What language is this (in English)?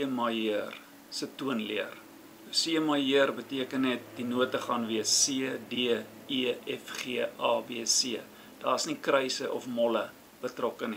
Afrikaans